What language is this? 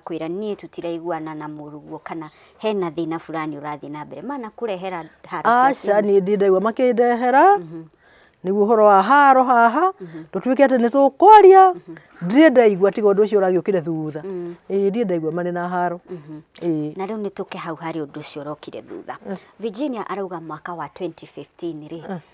Kikuyu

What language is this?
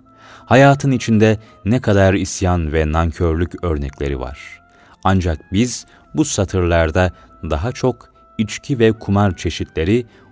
Turkish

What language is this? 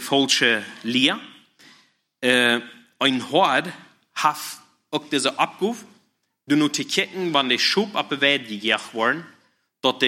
German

